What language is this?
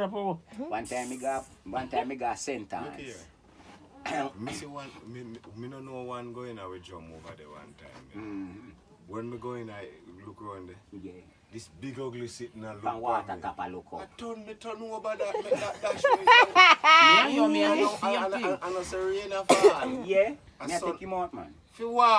Jamaican Creole English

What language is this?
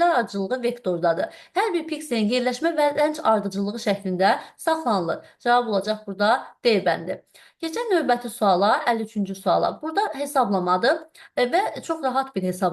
Azerbaijani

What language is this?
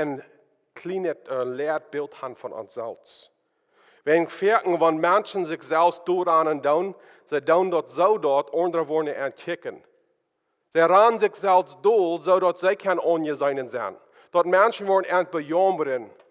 Plautdietsch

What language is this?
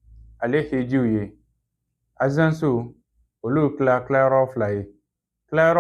Bambara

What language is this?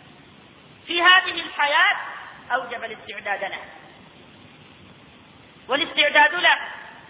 Arabic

